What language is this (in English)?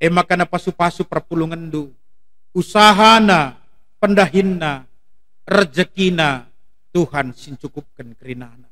Batak Karo